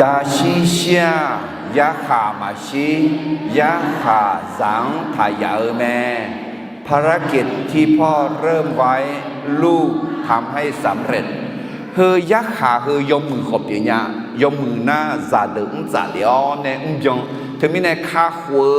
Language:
Akha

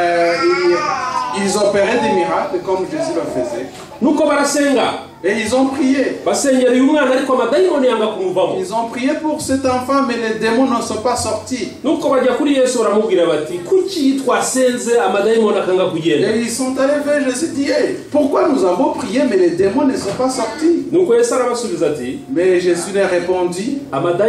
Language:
Kinyarwanda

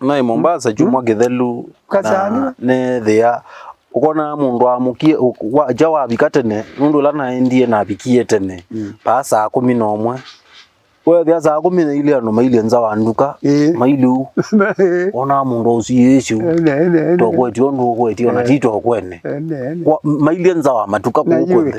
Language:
Kamba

